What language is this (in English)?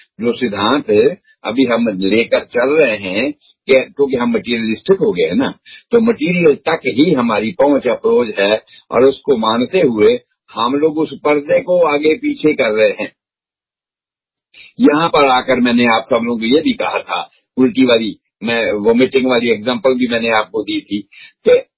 Hindi